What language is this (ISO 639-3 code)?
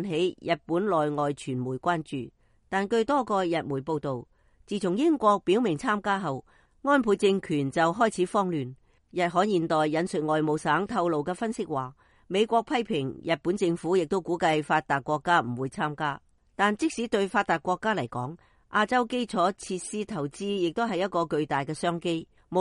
yue